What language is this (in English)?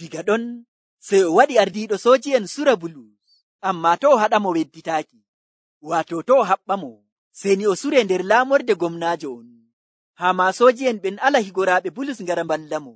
Nigerian Fulfulde